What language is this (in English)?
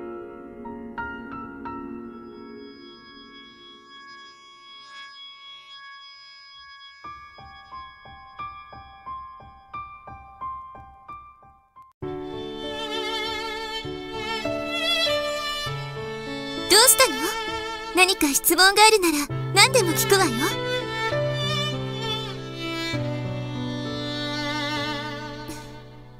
Japanese